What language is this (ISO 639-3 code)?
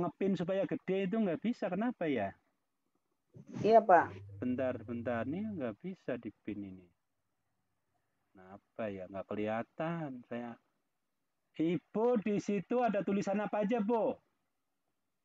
ind